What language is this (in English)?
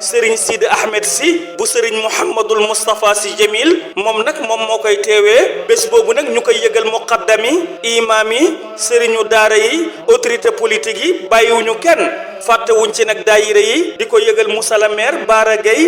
Wolof